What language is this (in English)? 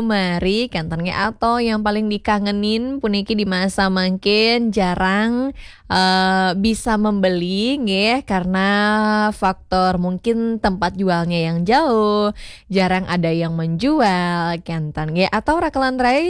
Balinese